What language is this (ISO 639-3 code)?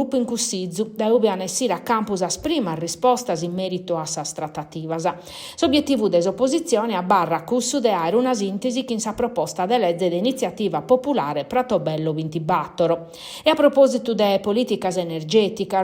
srd